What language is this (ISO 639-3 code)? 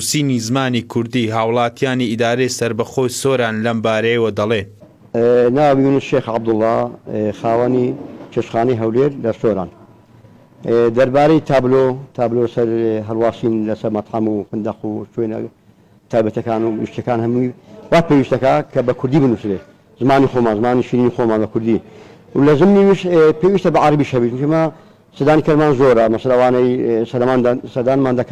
ckb